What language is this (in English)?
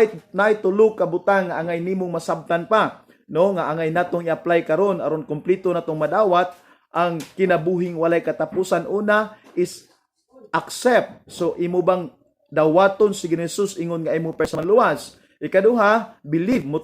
Cebuano